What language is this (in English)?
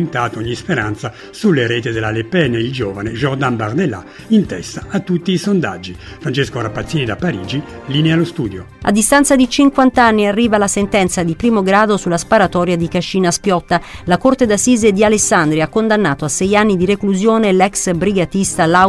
Italian